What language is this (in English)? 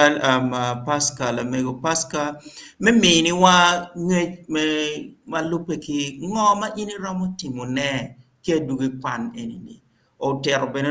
Acoli